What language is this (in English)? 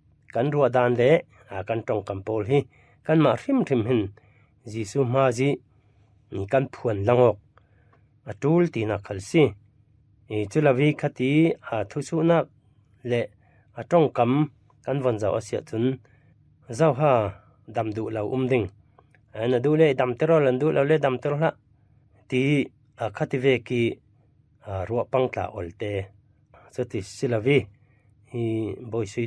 Falam Chin